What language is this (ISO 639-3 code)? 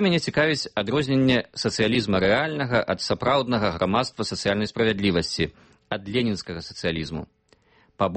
bel